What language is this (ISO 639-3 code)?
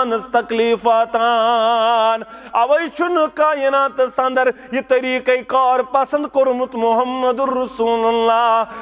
kas